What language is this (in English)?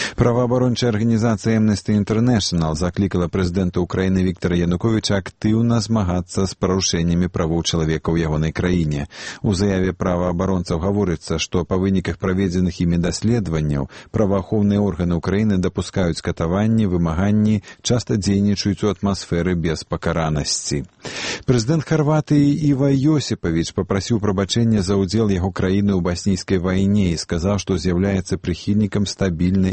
Belarusian